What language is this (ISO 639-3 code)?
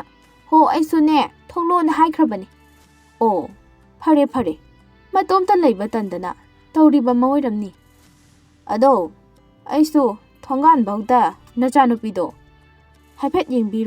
mni